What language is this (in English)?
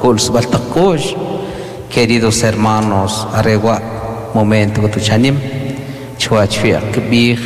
Kʼicheʼ